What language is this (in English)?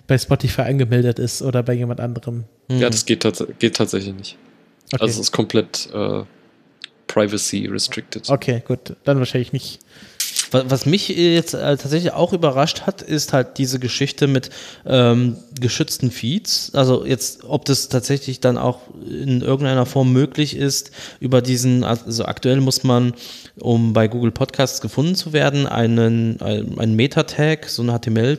German